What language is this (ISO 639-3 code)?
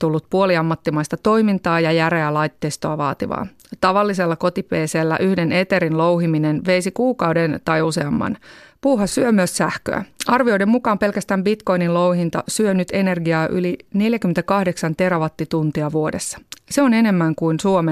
fin